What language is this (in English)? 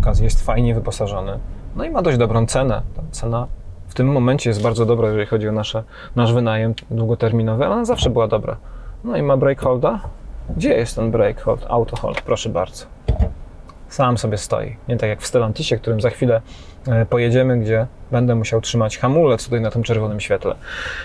Polish